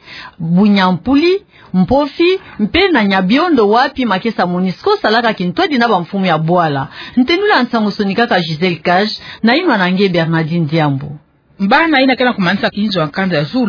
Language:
Kituba (Democratic Republic of Congo)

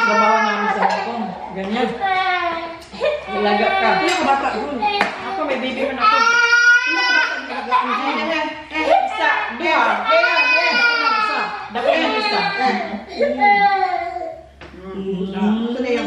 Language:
Filipino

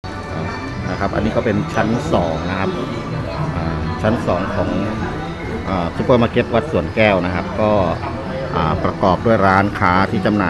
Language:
Thai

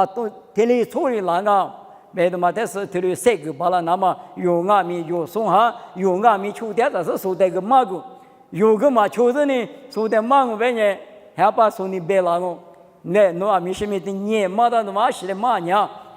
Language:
Lisu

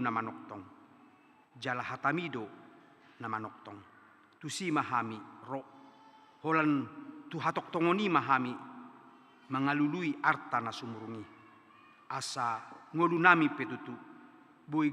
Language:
Batak Toba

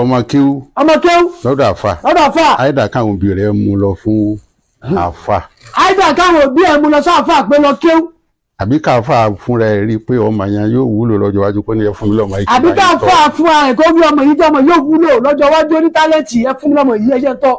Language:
Yoruba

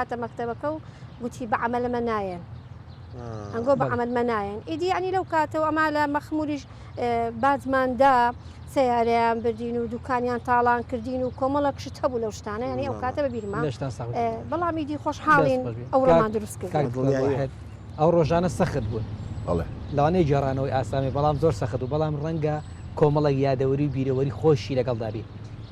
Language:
Central Kurdish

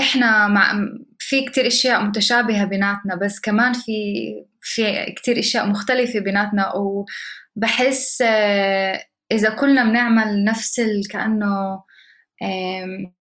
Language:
North Levantine Arabic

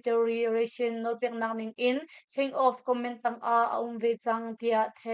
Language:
Hakha Chin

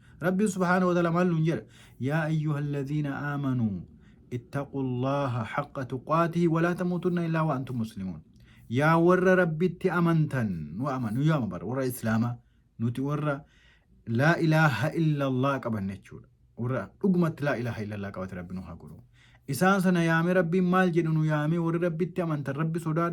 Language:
Oromo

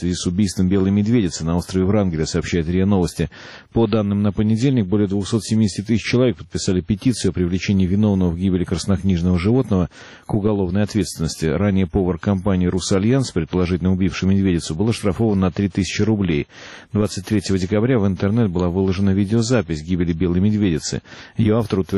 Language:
Russian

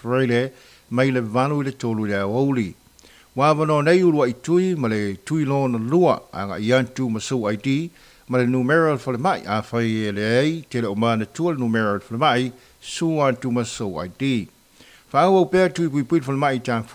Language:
Samoan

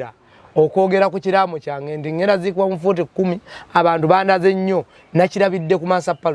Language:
Ganda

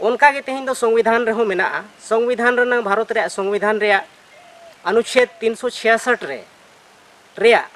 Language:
Santali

